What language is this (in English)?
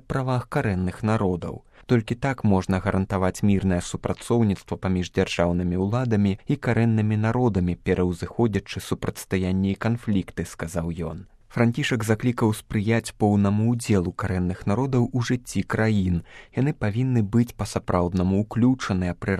Belarusian